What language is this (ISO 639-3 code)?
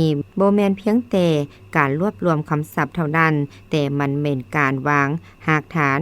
lao